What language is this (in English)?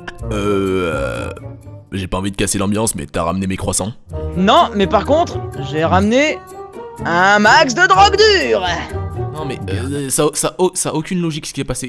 French